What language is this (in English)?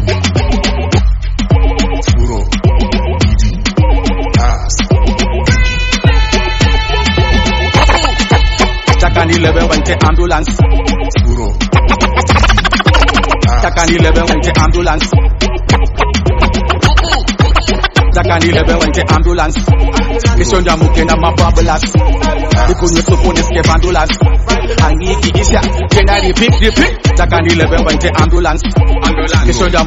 Swahili